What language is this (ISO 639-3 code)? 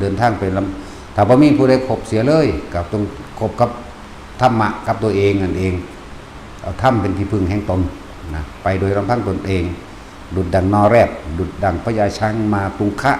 tts